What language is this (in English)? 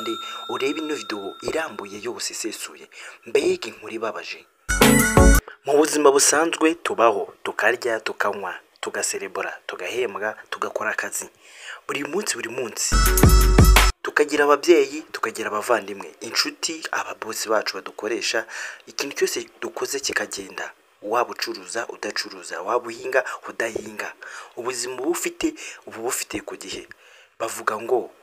Kinyarwanda